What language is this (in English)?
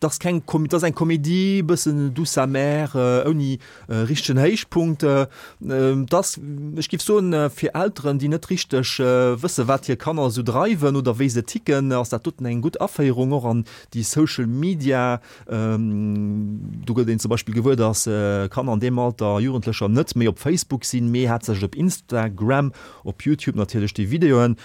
Luxembourgish